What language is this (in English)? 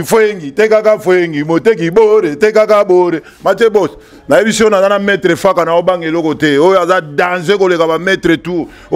Lingala